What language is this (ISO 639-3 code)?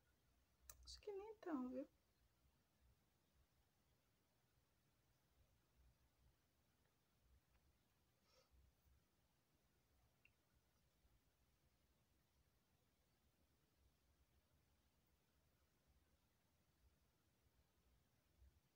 por